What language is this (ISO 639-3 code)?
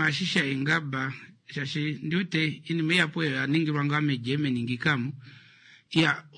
kua